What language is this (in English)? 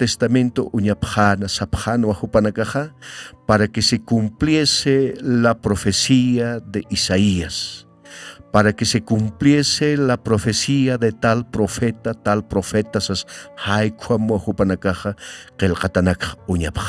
Aymara